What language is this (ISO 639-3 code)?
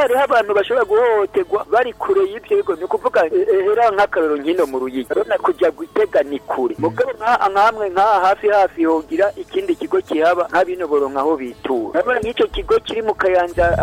run